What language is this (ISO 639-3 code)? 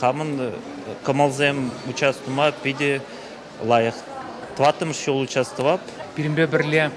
chv